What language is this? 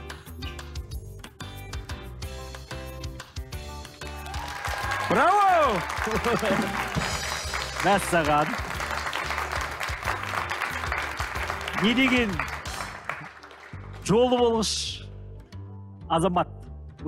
Kazakh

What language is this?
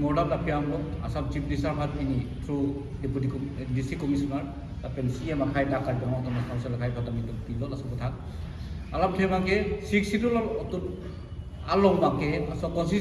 Karbi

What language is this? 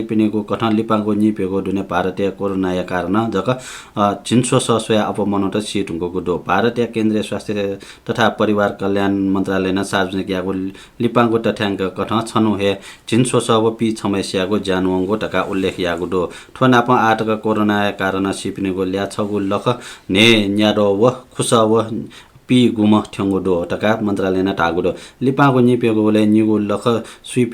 Newari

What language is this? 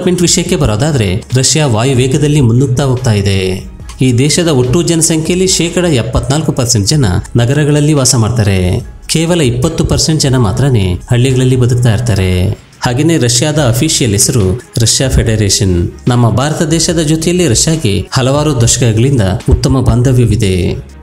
Kannada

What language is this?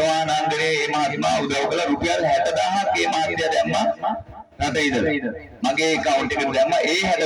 Sinhala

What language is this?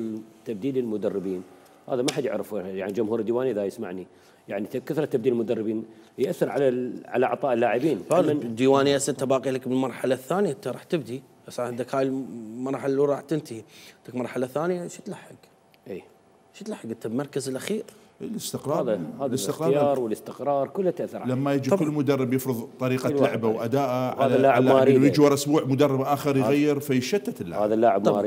Mesopotamian Arabic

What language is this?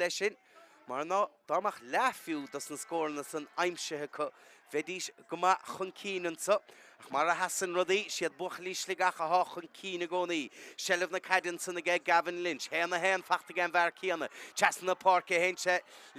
Irish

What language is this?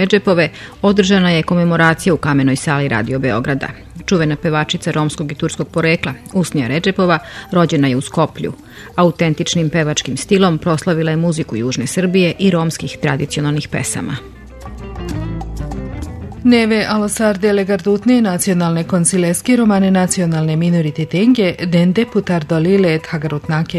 Serbian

